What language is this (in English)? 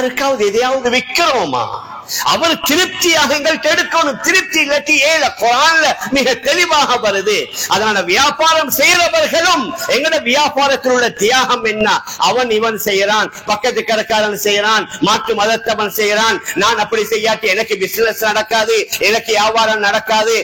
Tamil